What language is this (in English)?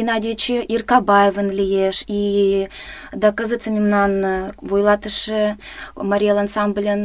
Mari